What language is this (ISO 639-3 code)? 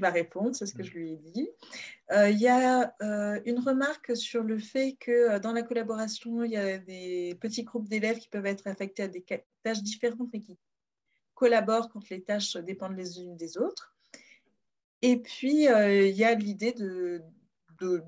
fra